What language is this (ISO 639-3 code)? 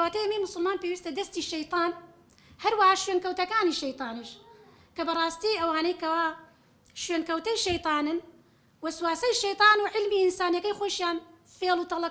ckb